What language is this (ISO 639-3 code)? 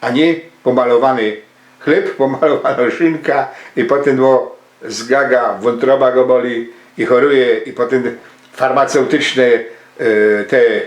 szl